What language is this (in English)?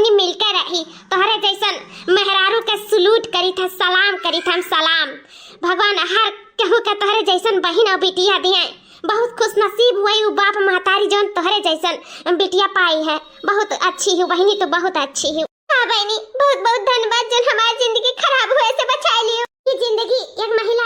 Awadhi